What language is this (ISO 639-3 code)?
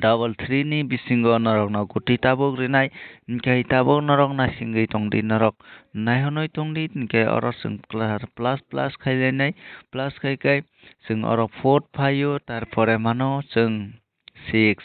trp